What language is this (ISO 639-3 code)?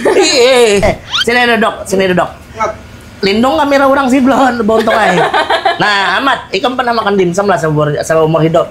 bjn